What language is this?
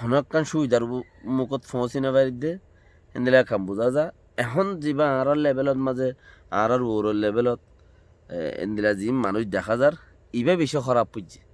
Rohingya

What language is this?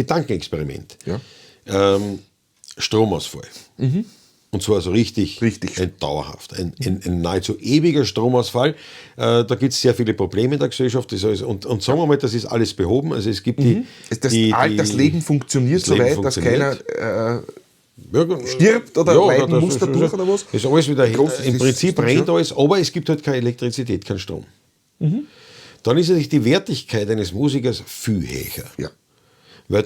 Bavarian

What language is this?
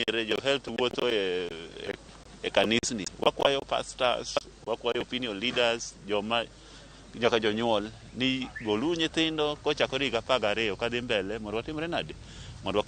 Luo (Kenya and Tanzania)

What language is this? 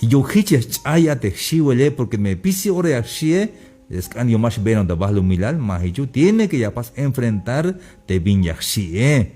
Tzeltal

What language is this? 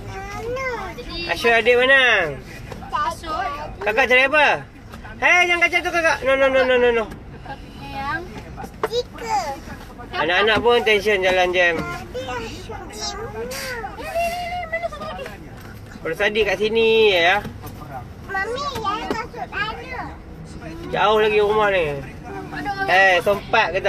Malay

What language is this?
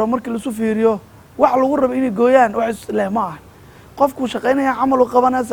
Somali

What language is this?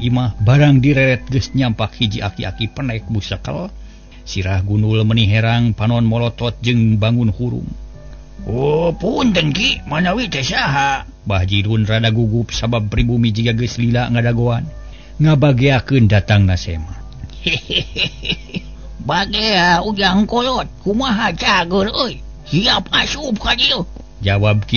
Sundanese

